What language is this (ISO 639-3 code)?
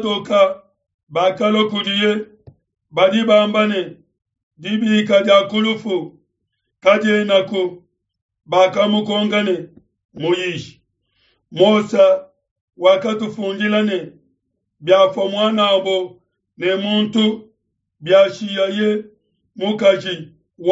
lua